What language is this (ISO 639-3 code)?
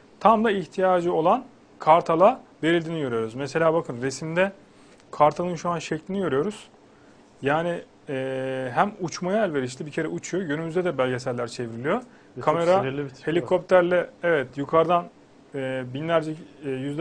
tur